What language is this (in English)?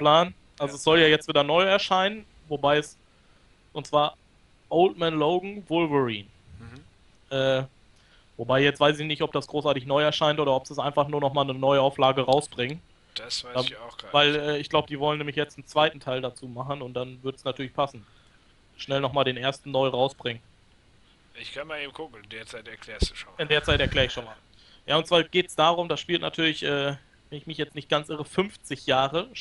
German